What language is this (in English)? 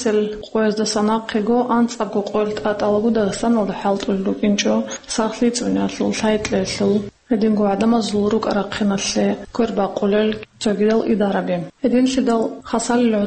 Avaric